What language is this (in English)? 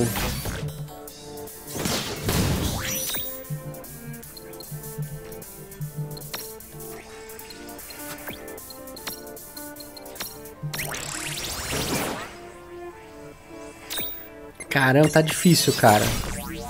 Portuguese